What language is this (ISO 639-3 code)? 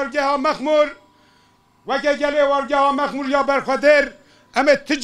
kur